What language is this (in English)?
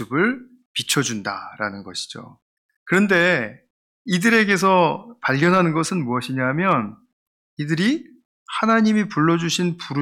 Korean